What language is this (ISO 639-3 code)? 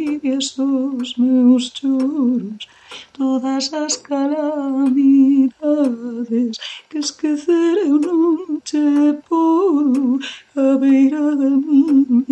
glg